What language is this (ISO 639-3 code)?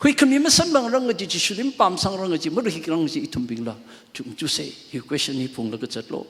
nmf